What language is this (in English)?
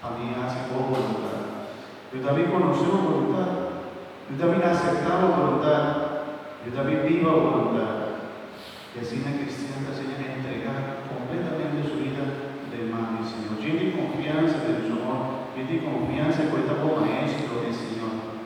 Papiamento